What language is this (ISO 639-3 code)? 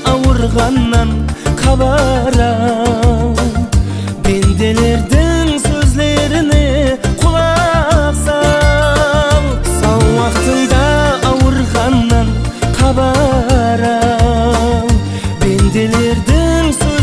kaa